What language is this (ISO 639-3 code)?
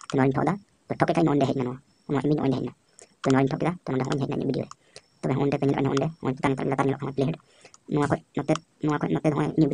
sat